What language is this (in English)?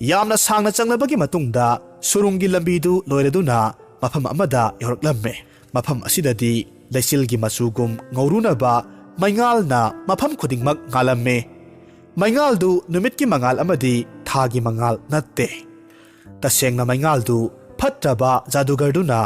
Manipuri